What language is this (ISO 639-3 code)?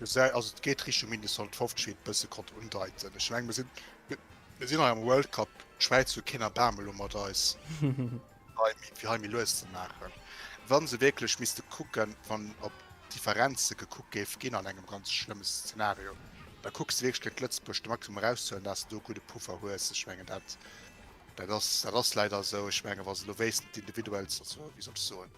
ltz